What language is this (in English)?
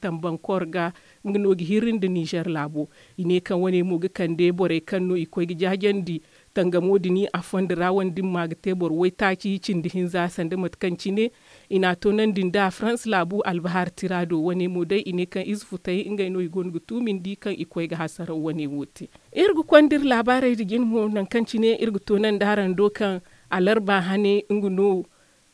Zarma